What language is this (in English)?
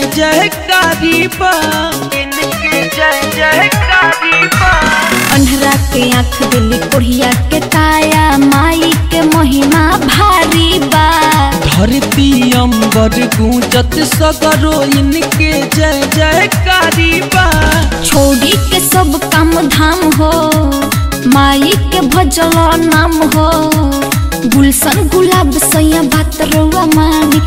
Bhojpuri